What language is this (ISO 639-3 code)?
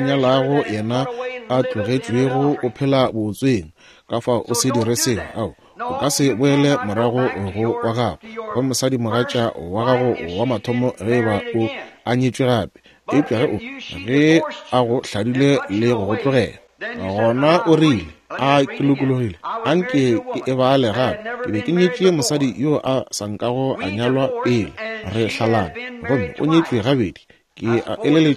nso